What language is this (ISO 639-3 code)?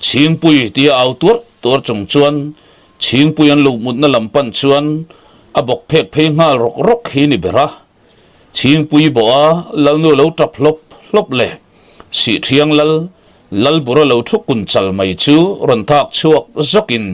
lus